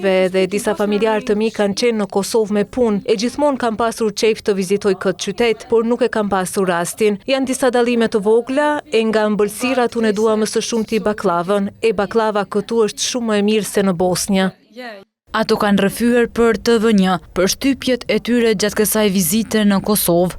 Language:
Albanian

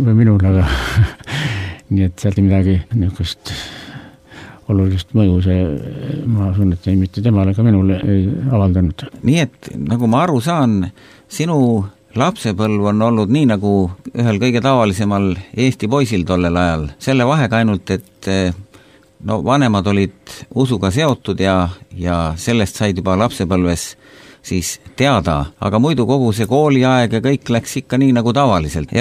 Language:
Estonian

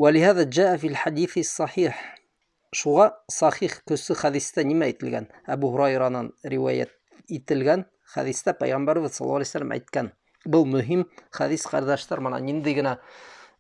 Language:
Bashkir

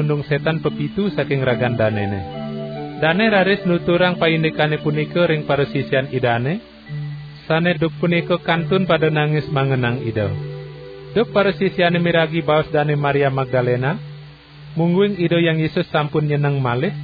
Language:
Balinese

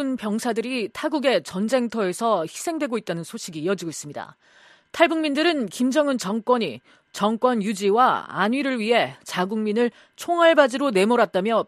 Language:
Korean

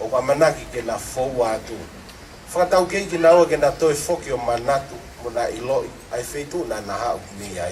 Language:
Tongan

